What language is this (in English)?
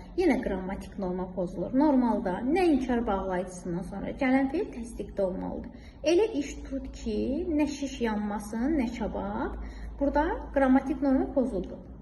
Azerbaijani